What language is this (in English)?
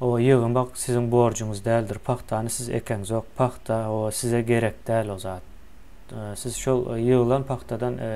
Turkmen